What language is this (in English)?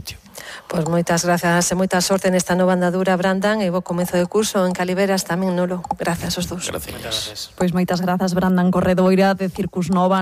Galician